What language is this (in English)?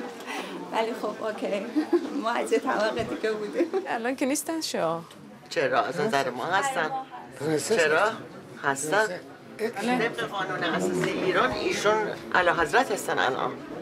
Persian